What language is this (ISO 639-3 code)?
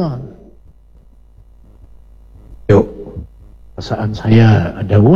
ind